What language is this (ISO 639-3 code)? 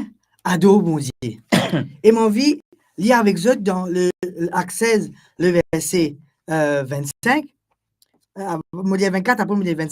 mfe